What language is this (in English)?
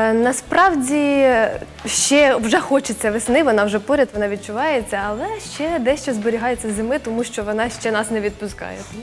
Ukrainian